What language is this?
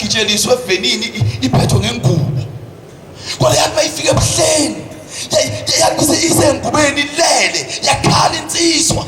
Zulu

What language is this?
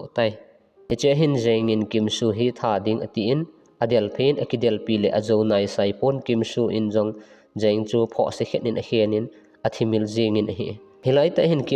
Thado Chin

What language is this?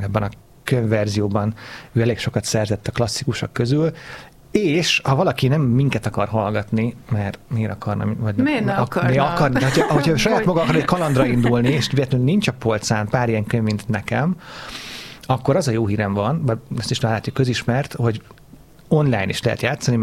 Hungarian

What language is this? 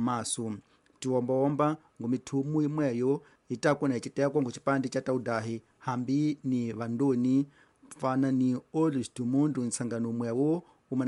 Tsonga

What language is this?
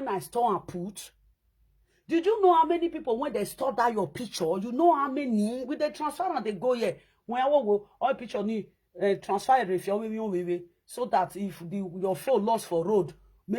Nigerian Pidgin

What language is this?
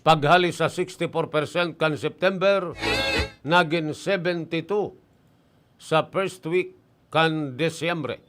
Bikol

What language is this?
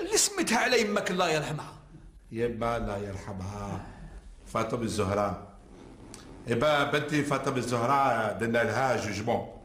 Algerian Arabic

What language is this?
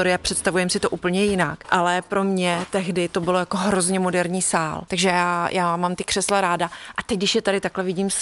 Czech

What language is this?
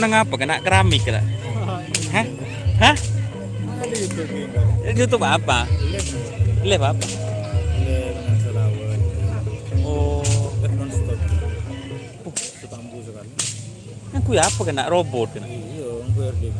Madurese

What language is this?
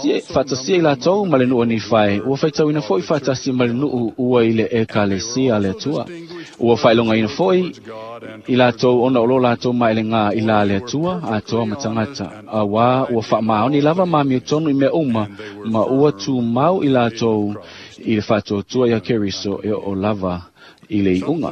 Samoan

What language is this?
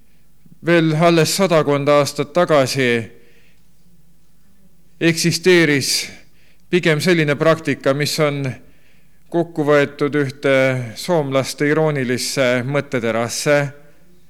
Estonian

